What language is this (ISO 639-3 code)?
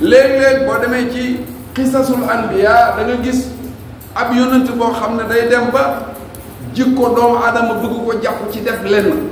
wol